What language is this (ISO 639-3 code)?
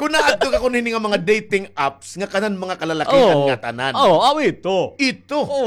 war